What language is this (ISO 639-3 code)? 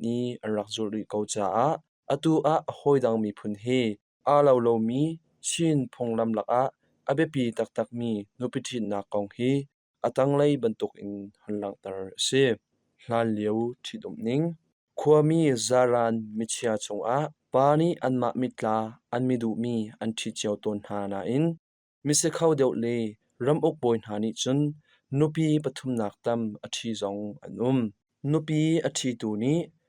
cnh